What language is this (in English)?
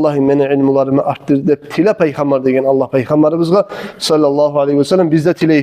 Kumyk